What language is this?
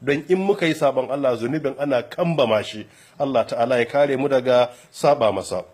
Hausa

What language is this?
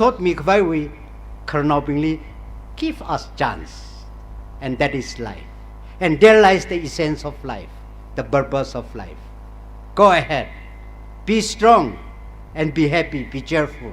Tangkhul Naga (India)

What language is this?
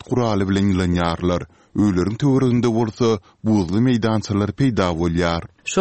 Turkmen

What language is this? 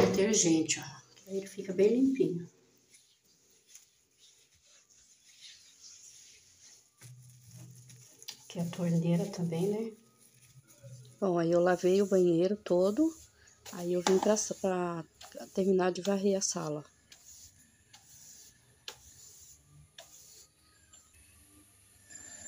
Portuguese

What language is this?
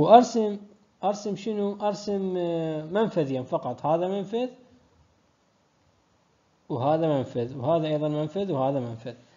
Mesopotamian Arabic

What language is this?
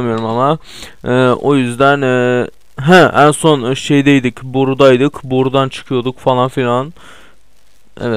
Turkish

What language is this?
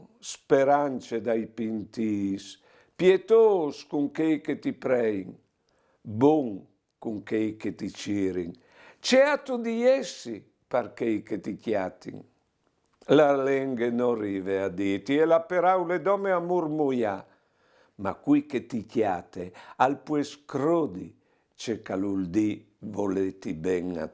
Friulian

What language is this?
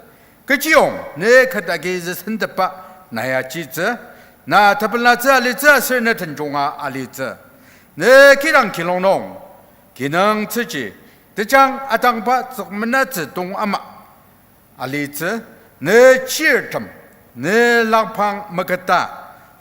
Ao Naga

